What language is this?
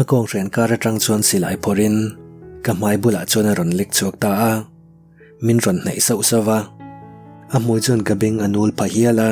Mizo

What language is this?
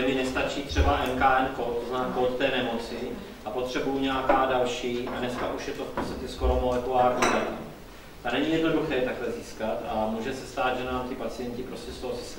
Czech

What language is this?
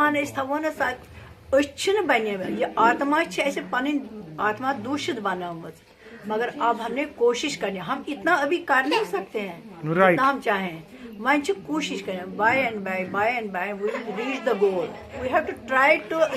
Kashmiri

